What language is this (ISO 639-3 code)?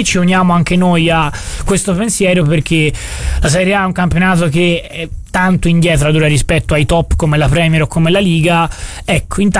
ita